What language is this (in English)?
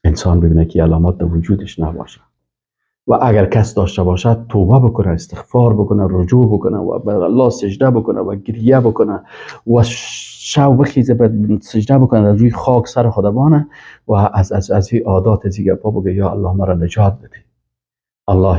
Persian